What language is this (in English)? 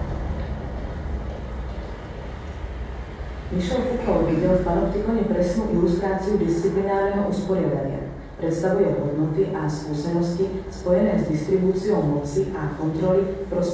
Slovak